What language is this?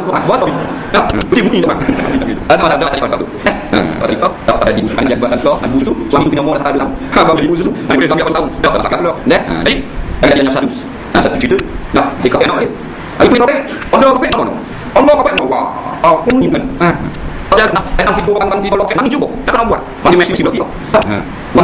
Malay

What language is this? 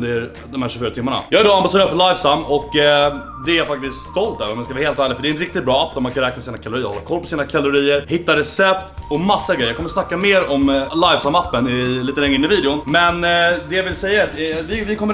Swedish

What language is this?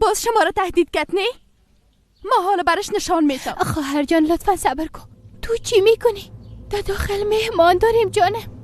Persian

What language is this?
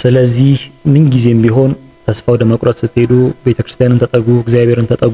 Amharic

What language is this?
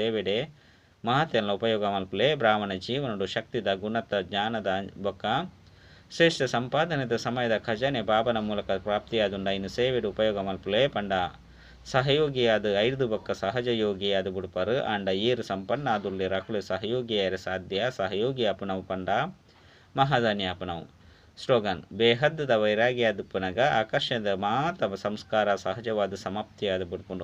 Tulu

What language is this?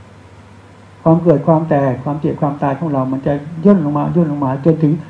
Thai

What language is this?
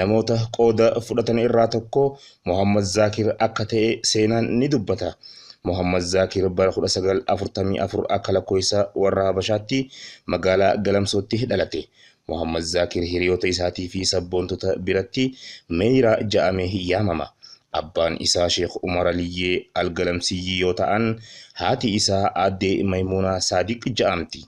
Oromo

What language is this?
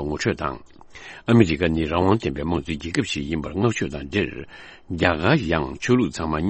Tibetan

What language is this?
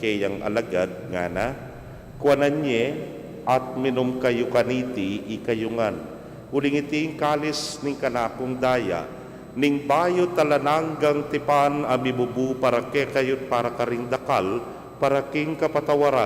Pampanga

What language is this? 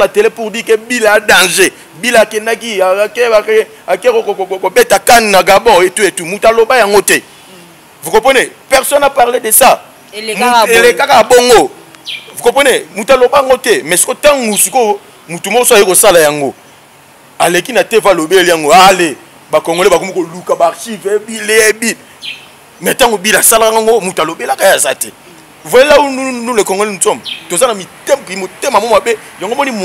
Lingala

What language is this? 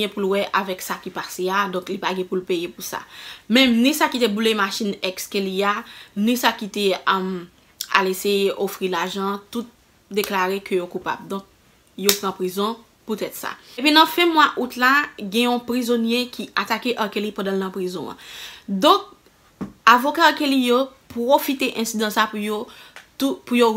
Haitian Creole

